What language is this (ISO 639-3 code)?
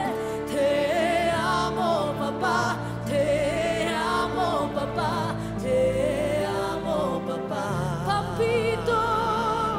spa